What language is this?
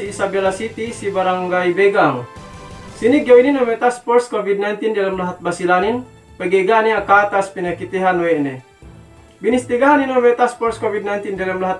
Yakan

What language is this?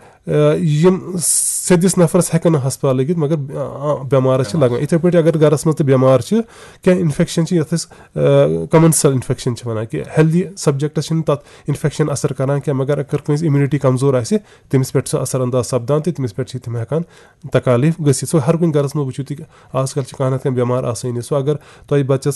Kashmiri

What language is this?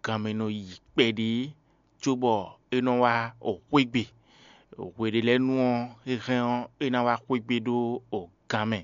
Fon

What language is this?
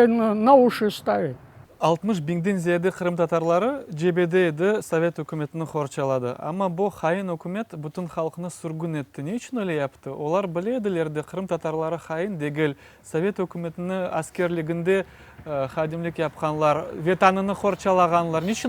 Crimean Tatar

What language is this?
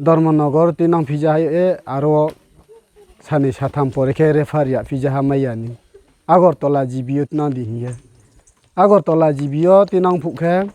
Riang (India)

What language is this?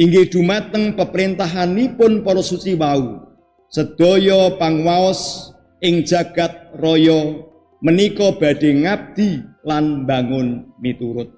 Javanese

